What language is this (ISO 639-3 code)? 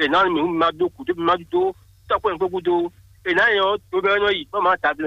fon